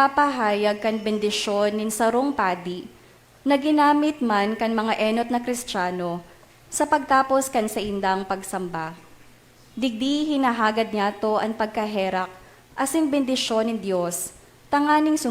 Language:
Bikol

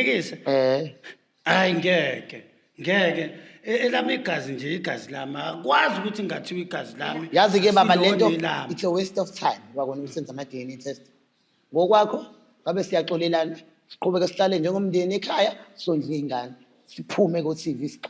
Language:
Zulu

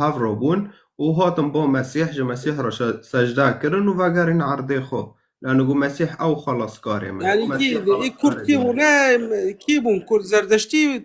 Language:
Kurdish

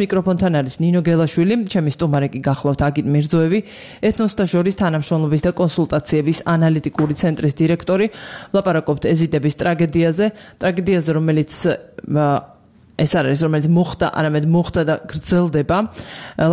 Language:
Georgian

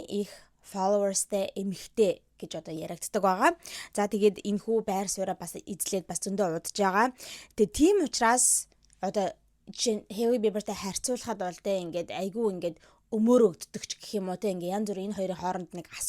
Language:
Mongolian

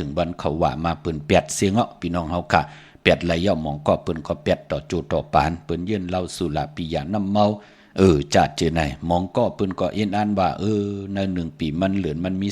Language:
Shan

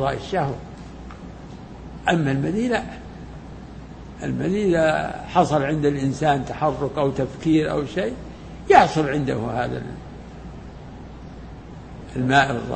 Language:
Arabic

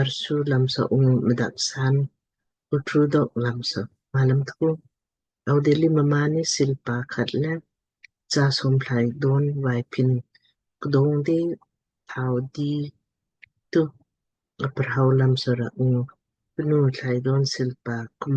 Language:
Lamkang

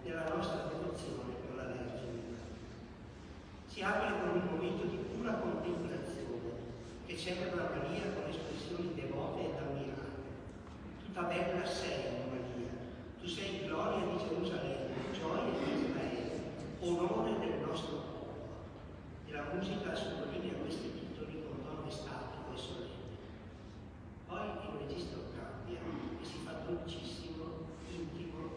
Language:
Italian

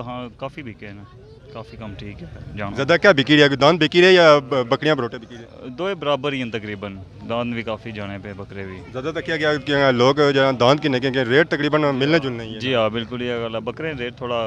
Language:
Pahari-Potwari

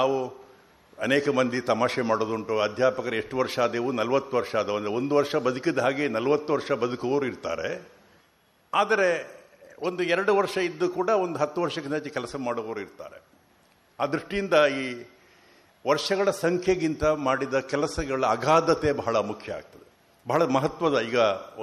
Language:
Kannada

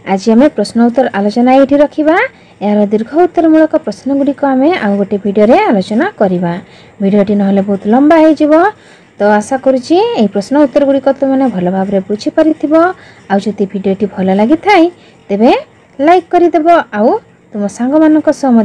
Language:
Odia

